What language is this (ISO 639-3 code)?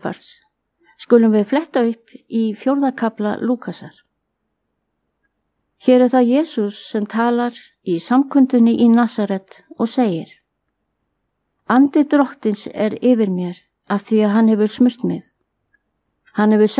isl